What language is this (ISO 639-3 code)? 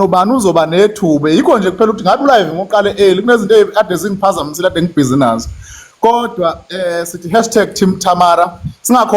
zul